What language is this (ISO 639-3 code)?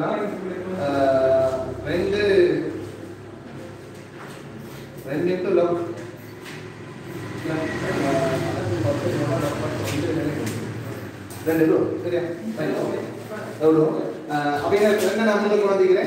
tam